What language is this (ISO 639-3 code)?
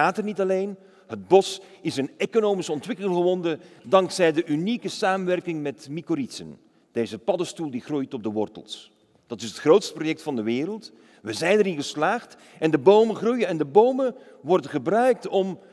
nld